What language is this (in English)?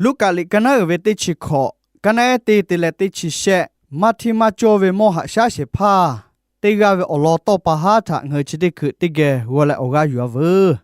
Lahu